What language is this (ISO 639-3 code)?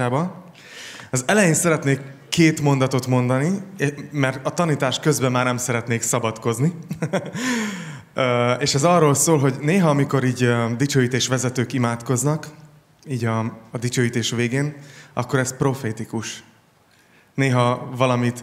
hun